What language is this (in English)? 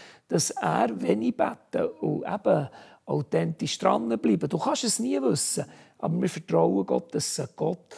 Swiss German